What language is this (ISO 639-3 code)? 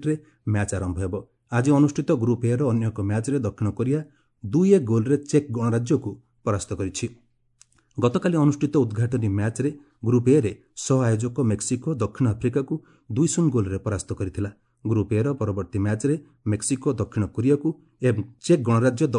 ori